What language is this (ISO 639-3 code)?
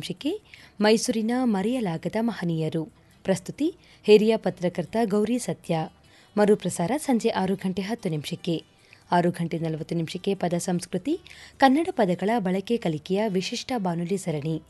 kan